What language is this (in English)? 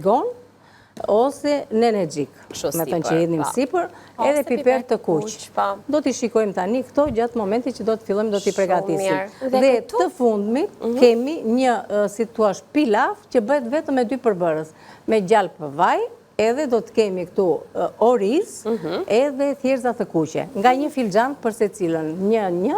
Albanian